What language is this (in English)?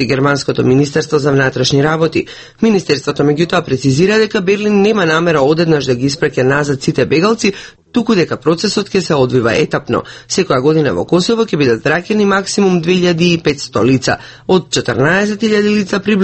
Macedonian